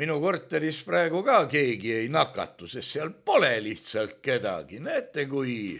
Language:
Estonian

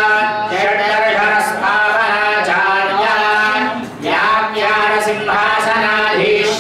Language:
Telugu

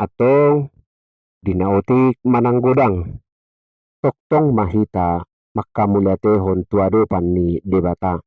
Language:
Batak Toba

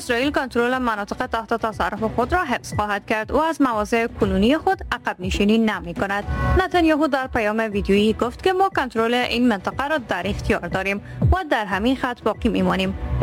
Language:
Persian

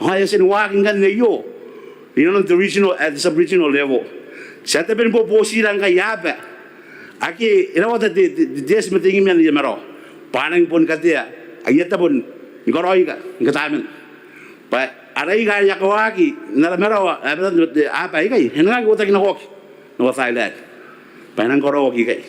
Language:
Gilbertese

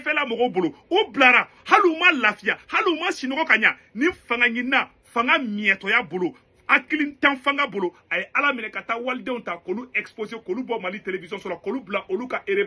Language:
Bambara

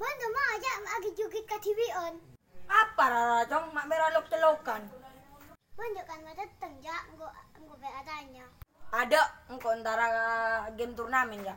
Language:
Madurese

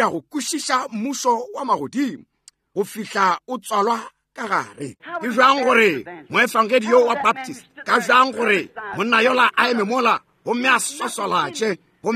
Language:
Northern Sotho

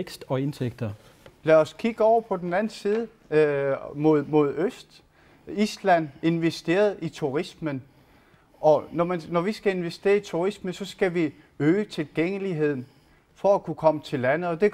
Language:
Danish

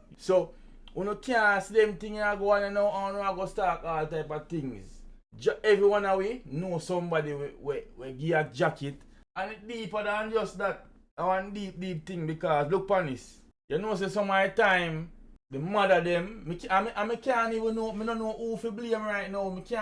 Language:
Jamaican Creole English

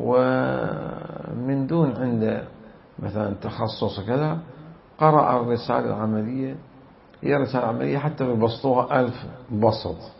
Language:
Mesopotamian Arabic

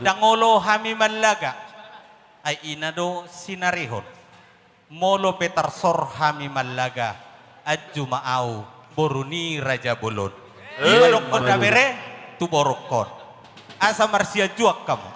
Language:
Batak Toba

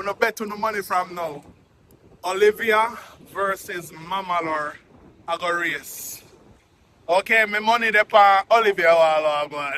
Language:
Jamaican Creole English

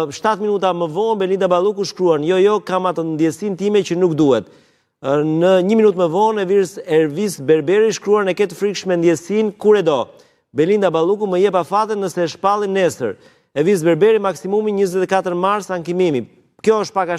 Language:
Albanian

